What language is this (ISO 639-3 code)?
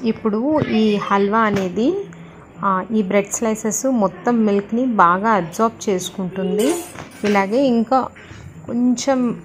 tel